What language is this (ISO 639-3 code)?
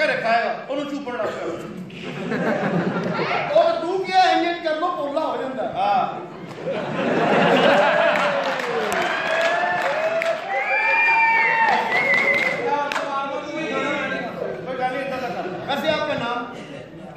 pan